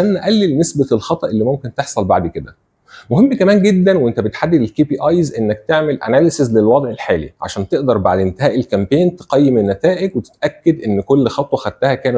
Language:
Egyptian Arabic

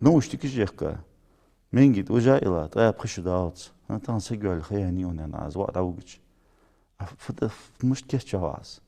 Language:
Ingush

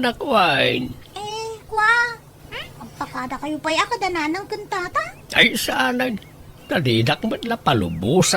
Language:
Iloko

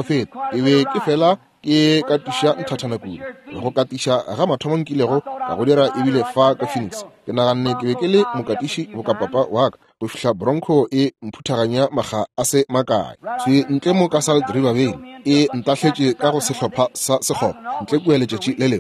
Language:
Northern Sotho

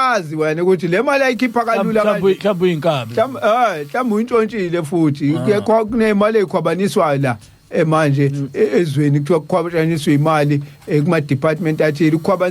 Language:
Zulu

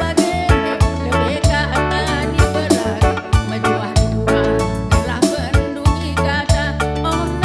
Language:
Batak Karo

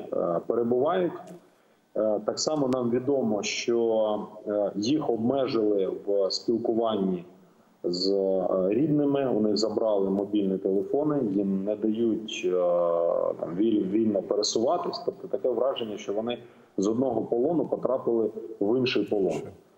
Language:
Ukrainian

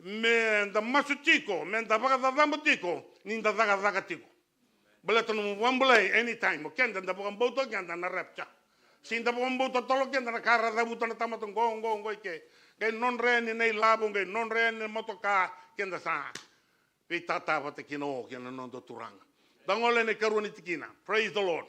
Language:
Fijian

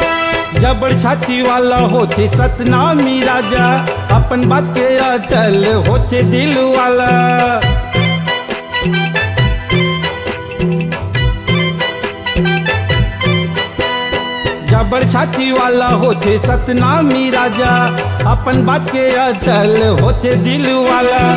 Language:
Chhattisgarhi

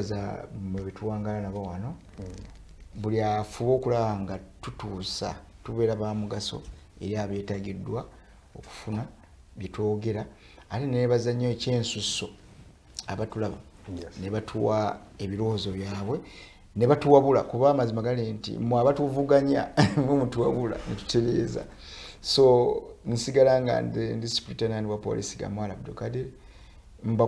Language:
Ganda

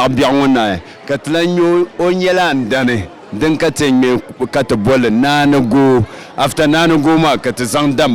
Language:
Dagbani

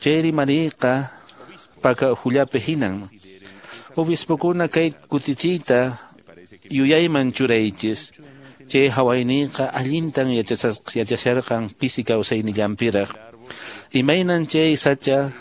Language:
Quechua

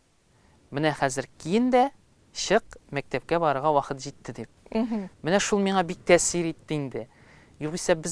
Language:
Tatar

